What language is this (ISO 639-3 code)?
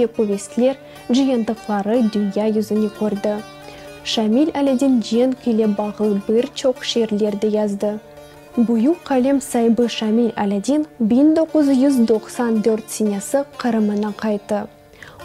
crh